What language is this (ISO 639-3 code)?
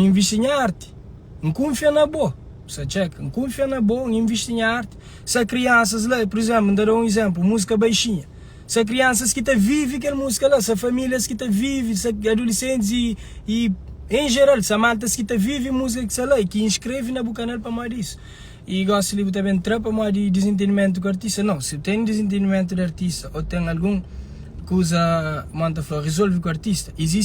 kea